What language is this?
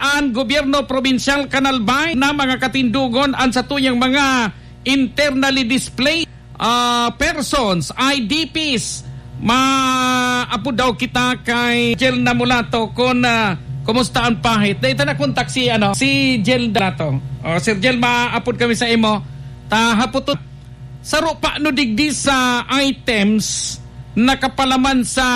Bikol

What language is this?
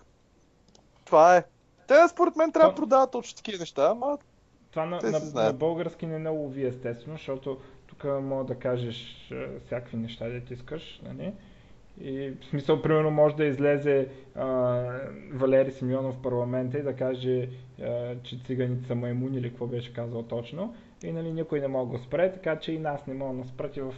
Bulgarian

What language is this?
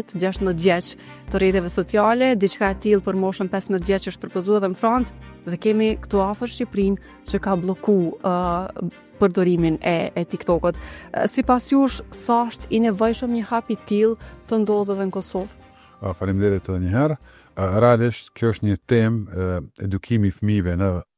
Albanian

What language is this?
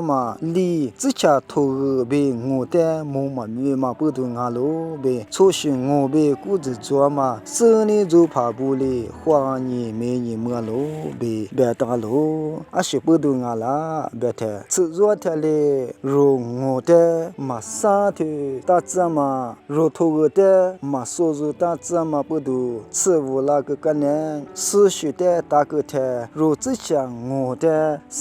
Lisu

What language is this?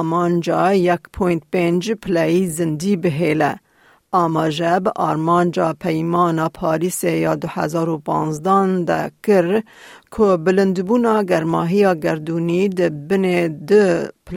Kurdish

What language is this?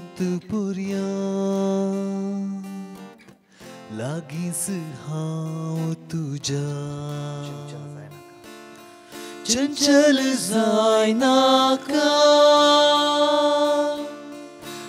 Konkani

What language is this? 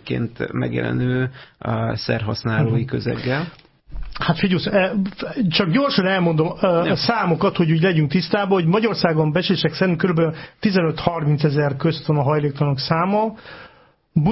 Hungarian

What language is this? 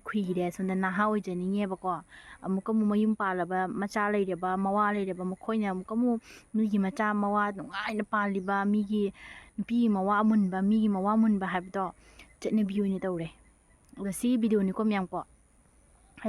Manipuri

